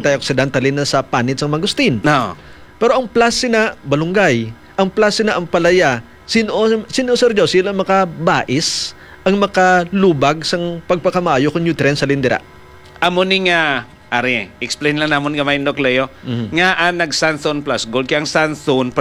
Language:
Hiligaynon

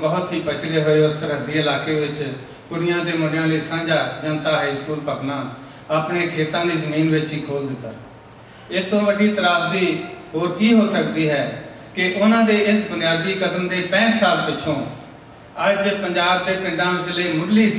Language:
Punjabi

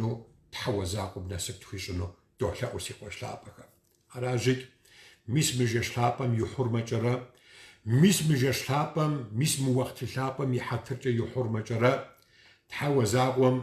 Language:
Kabardian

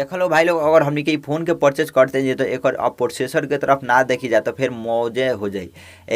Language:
Bhojpuri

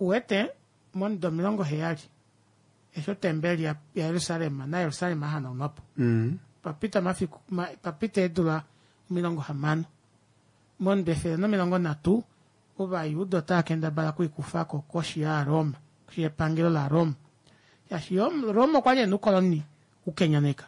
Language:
Kuanyama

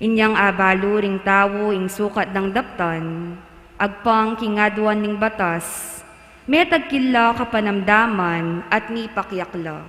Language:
Pampanga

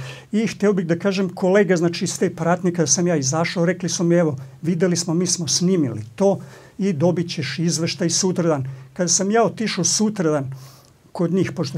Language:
Serbian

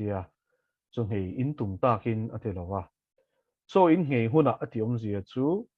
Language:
Mizo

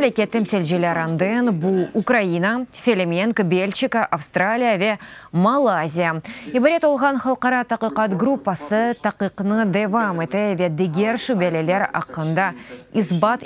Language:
Crimean Tatar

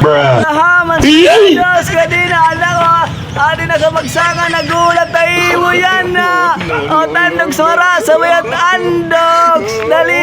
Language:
Waray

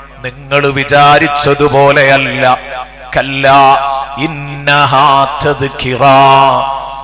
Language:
Malayalam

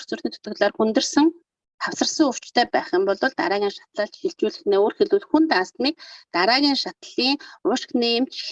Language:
Mongolian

